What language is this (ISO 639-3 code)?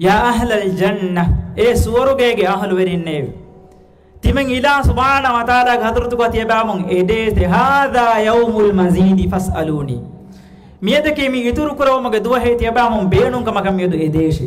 div